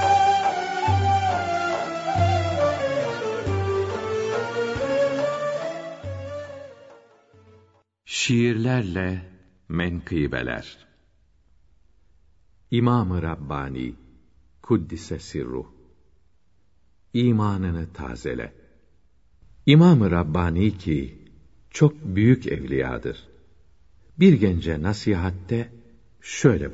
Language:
Turkish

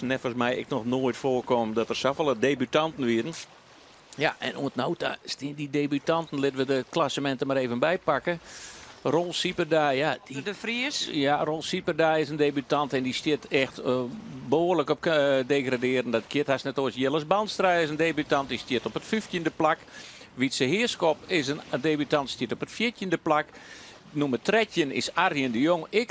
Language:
Western Frisian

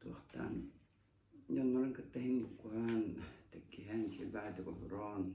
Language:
Yakut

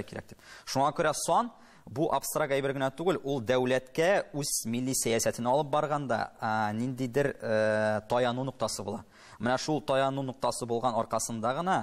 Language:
Tatar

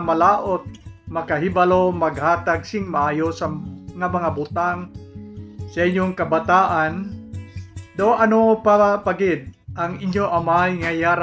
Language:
Hiligaynon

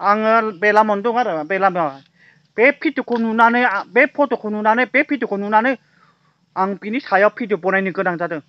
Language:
Bodo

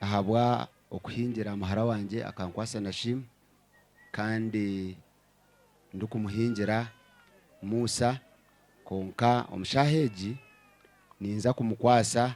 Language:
Nyankole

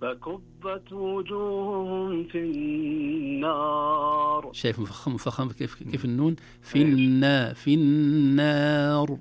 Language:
Najdi Arabic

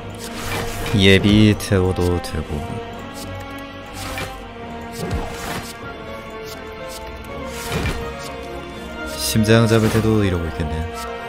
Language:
Korean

